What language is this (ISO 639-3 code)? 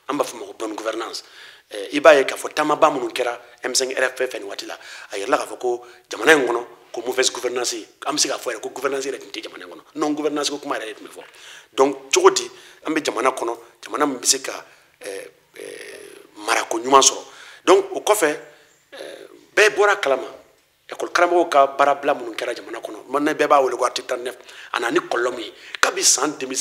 bam